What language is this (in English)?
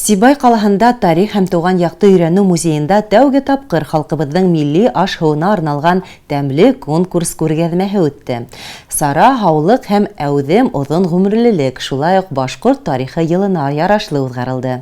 Bashkir